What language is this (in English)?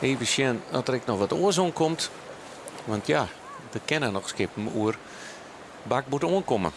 Western Frisian